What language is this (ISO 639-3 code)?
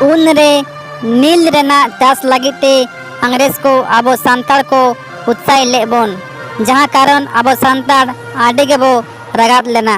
sat